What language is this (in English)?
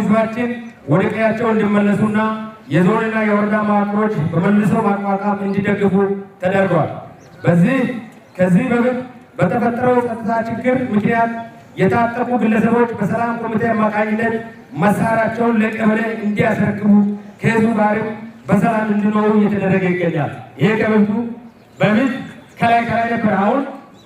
Amharic